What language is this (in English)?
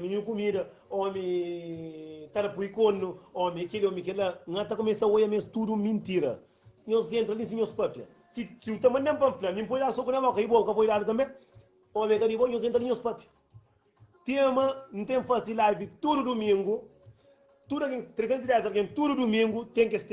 Kabuverdianu